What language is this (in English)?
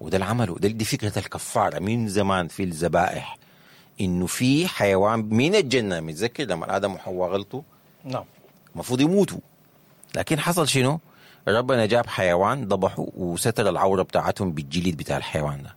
Sudanese Arabic